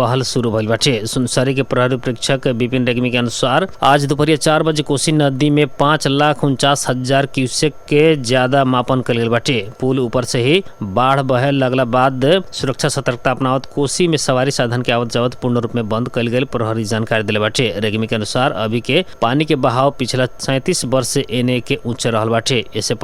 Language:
Bhojpuri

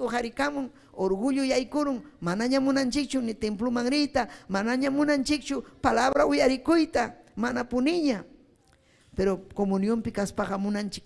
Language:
Ayacucho Quechua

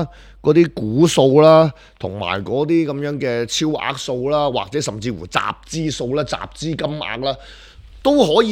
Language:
Cantonese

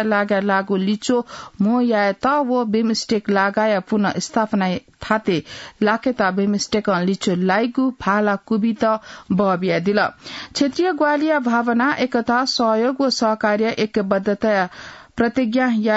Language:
Newari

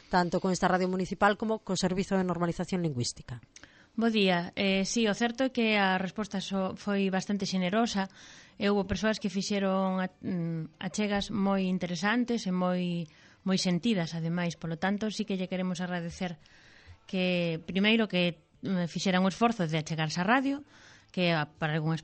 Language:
Galician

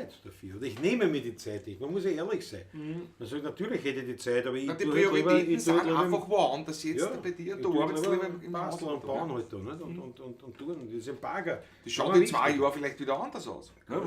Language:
Bavarian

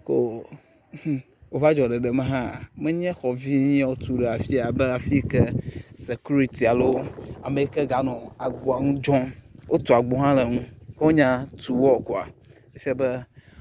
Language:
Ewe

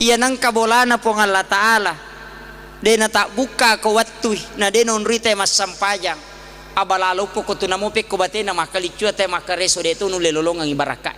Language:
Buginese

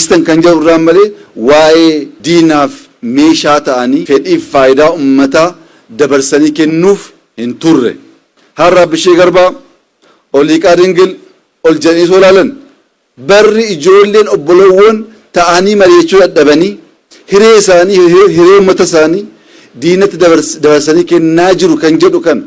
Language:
Oromo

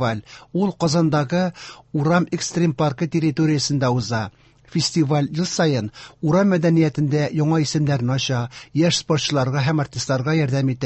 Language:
Tatar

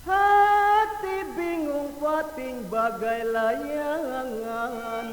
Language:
Betawi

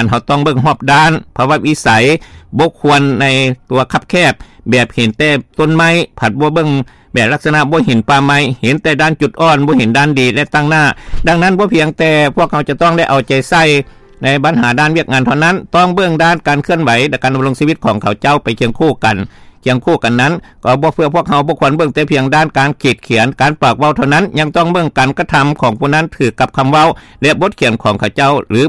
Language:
Lao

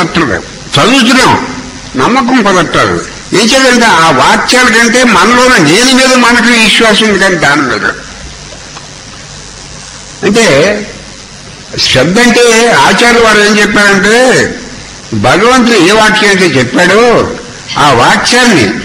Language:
Telugu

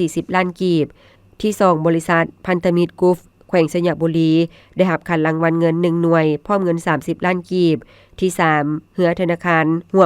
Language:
Lao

